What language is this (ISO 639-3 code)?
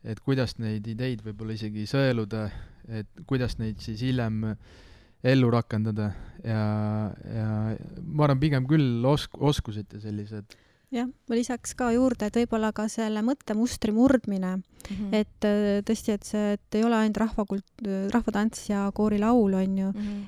est